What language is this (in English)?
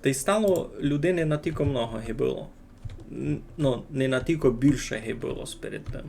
Rusyn